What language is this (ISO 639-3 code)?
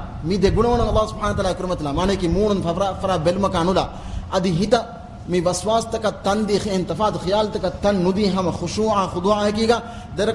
div